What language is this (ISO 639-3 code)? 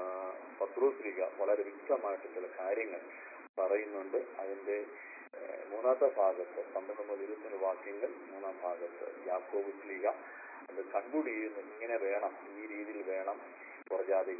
mal